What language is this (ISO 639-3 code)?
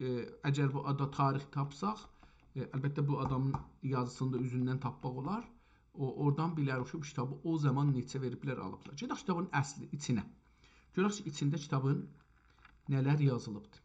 azb